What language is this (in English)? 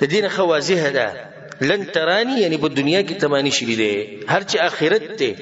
Pashto